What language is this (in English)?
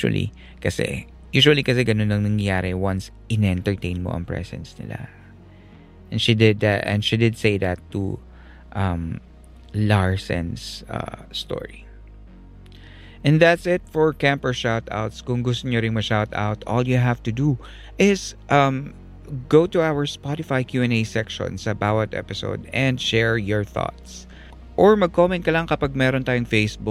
Filipino